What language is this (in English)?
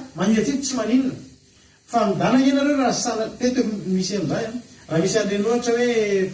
Malagasy